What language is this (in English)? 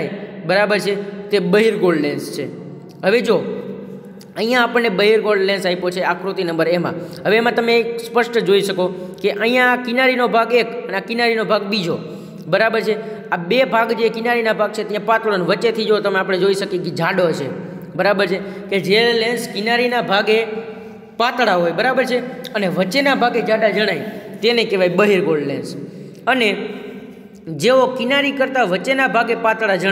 Gujarati